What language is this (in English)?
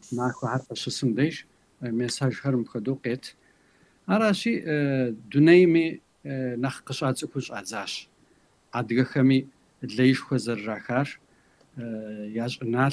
Kabardian